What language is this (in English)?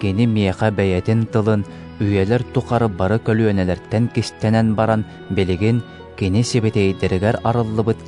Yakut